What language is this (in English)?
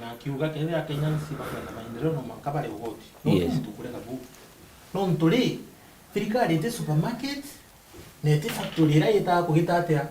Meru